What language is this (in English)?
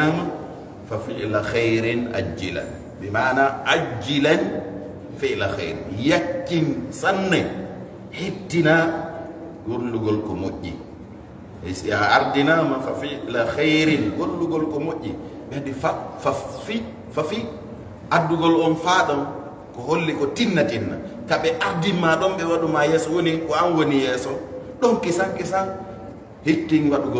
Fula